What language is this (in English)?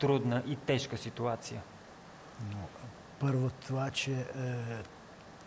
Bulgarian